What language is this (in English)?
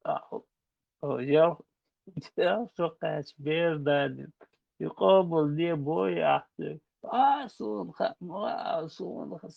Chechen